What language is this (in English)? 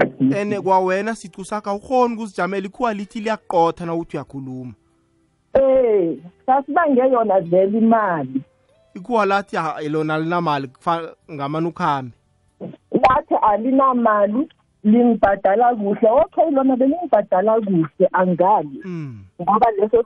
South Ndebele